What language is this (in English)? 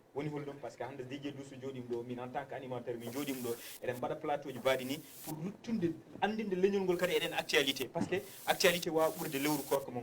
Fula